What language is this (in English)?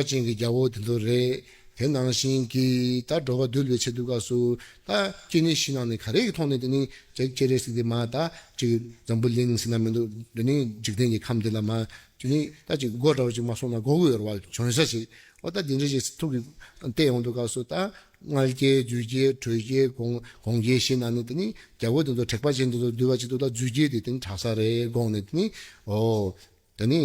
Tibetan